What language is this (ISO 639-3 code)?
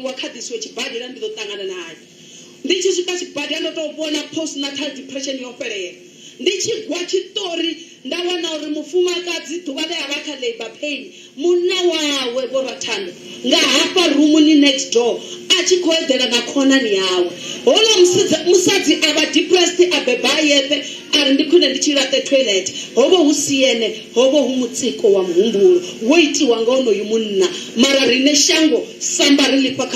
ven